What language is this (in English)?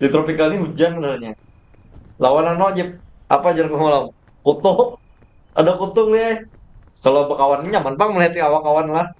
Banjar